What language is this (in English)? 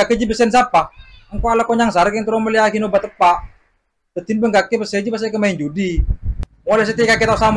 Madurese